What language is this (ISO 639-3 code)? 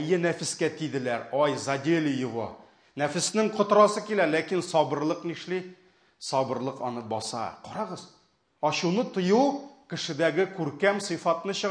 tat